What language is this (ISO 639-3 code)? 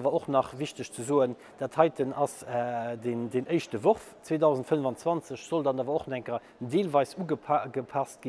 ltz